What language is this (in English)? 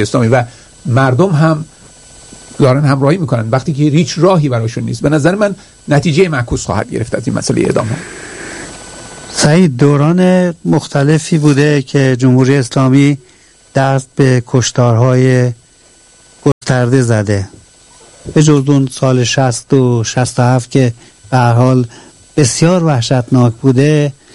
Persian